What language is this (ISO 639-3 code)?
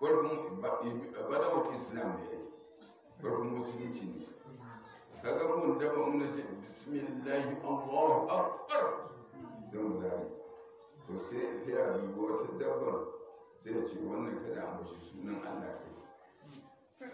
hau